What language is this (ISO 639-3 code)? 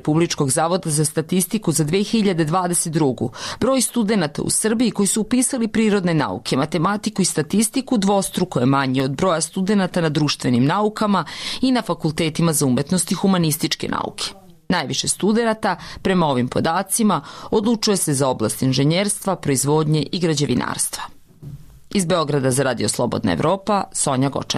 srp